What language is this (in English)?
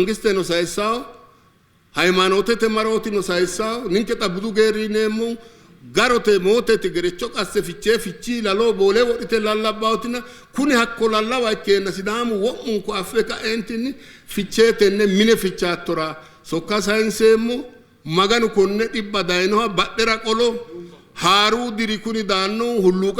Sidamo